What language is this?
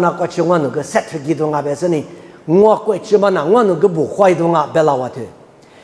Lisu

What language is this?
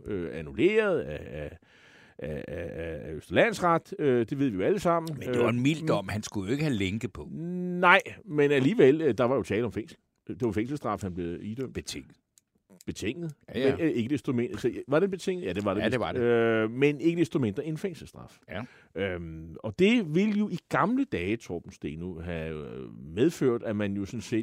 Danish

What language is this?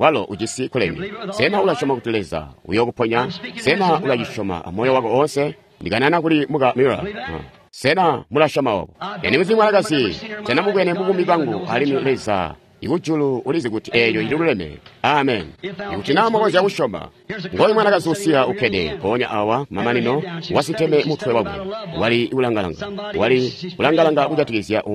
Tonga (Zambia)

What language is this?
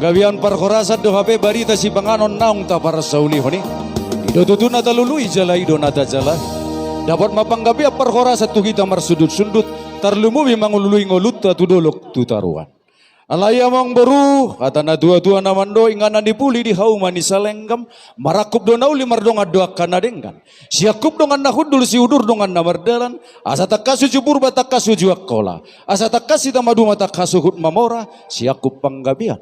Batak Toba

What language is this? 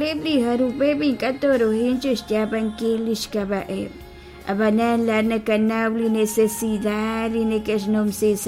Kekchí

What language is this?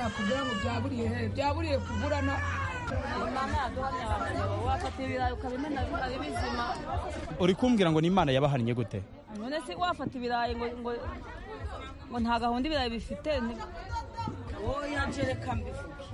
Kinyarwanda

